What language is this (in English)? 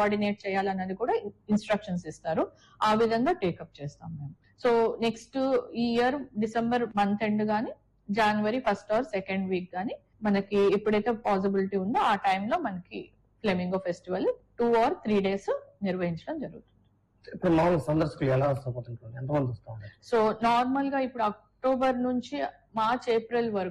Telugu